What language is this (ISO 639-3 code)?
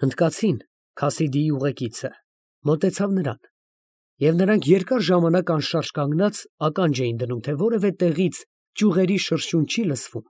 hye